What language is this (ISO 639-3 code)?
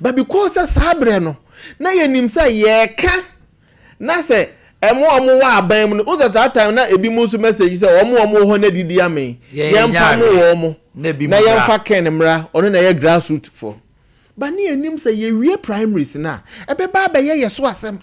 aka